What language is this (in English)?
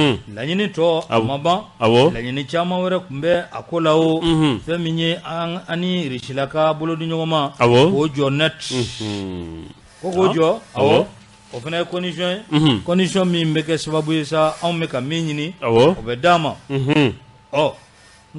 Bambara